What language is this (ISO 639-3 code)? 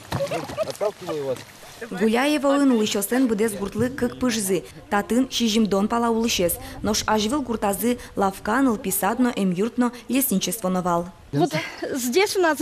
udm